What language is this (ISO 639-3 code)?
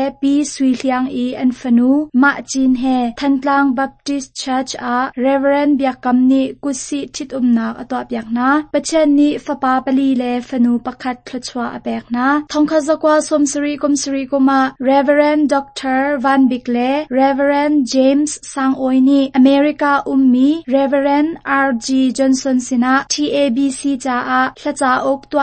cnh